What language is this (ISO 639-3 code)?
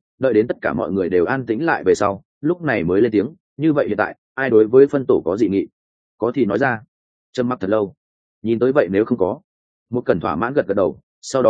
vie